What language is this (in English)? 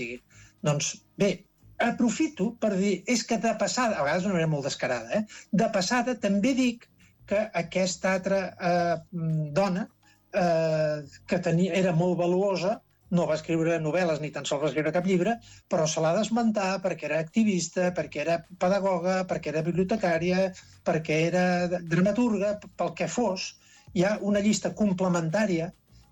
Catalan